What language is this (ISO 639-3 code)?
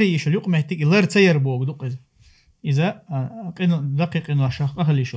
che